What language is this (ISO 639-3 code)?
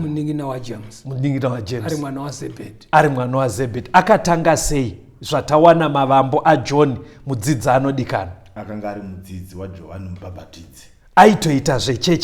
sna